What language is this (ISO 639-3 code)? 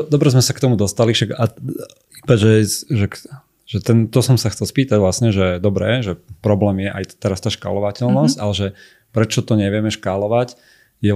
slk